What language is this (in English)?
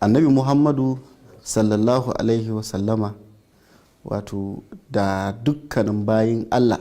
Hausa